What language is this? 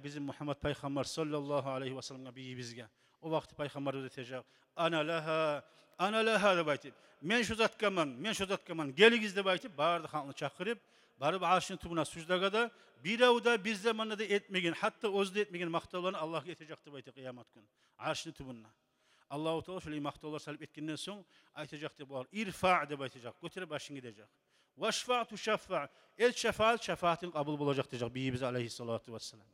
Kumyk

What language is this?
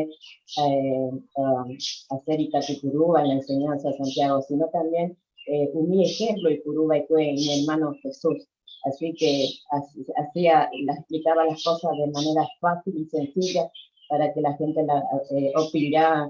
Guarani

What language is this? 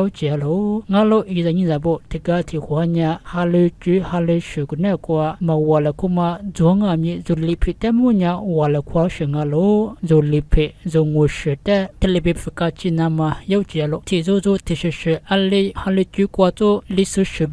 Lisu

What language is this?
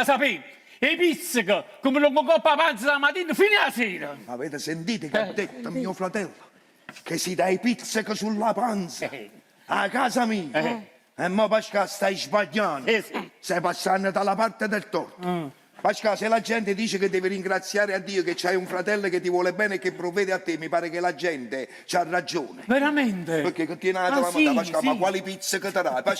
Neapolitan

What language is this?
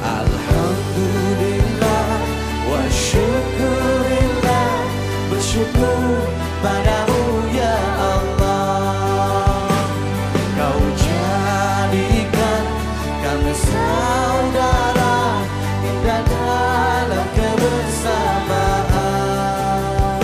Banjar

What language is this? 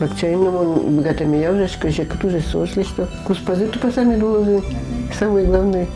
Udmurt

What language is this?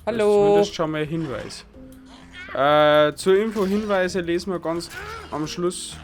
Bavarian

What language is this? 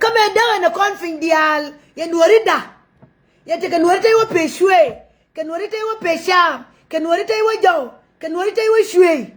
Nuer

